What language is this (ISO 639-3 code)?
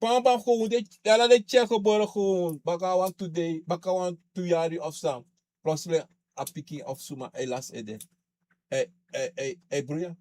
srn